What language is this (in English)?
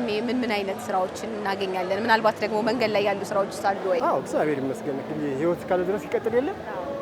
Amharic